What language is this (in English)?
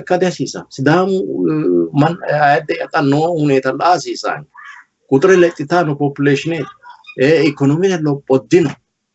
Sidamo